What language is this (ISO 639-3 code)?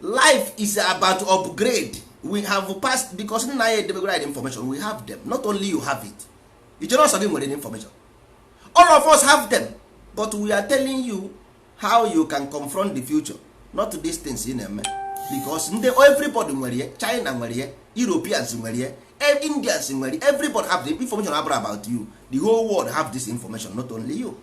ibo